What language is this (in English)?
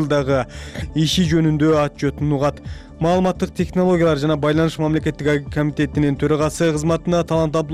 Kyrgyz